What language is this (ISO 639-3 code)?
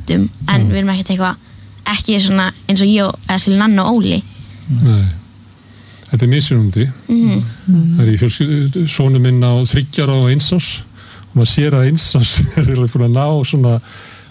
isl